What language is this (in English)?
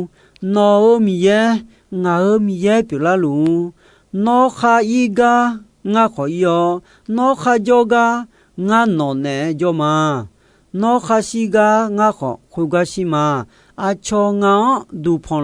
Akha